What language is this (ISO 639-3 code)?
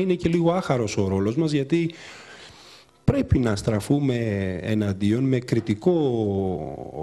ell